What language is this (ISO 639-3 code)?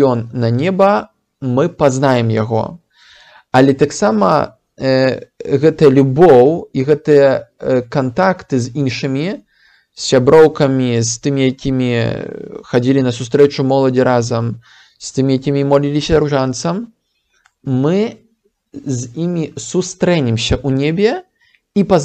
bel